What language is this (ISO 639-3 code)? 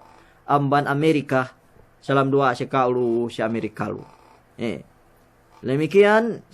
yka